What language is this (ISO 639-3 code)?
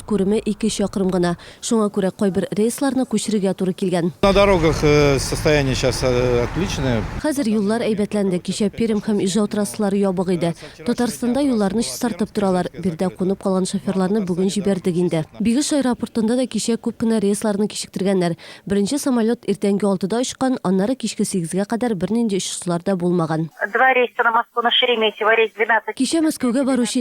tat